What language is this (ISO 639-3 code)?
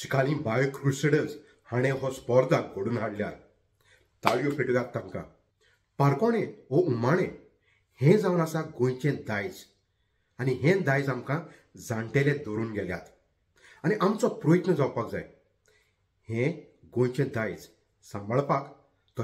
kok